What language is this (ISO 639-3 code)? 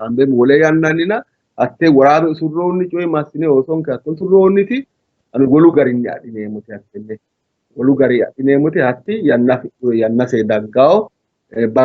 sid